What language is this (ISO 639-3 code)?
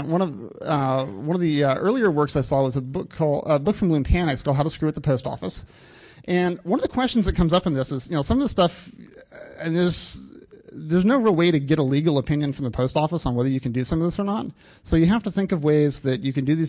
eng